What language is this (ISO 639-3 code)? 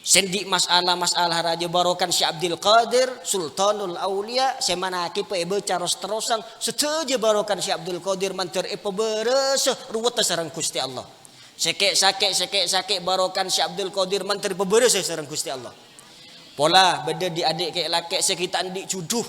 mad